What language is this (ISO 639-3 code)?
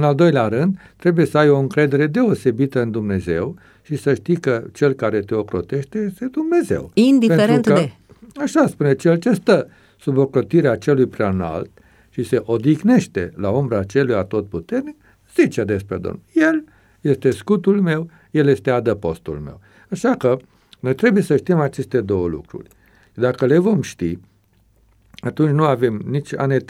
ron